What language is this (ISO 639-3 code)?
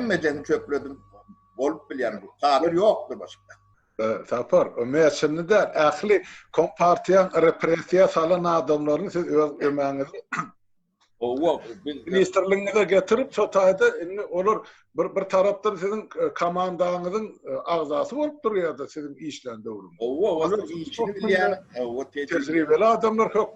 tuk